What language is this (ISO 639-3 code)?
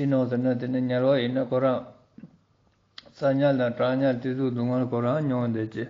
lbj